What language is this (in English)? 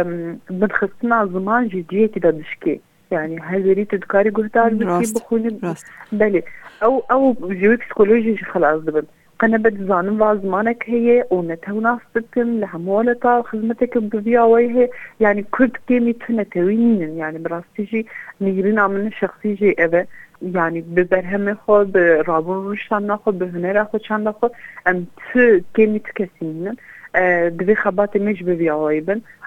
Kurdish